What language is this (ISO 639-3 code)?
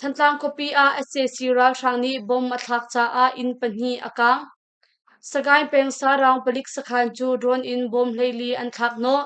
cnh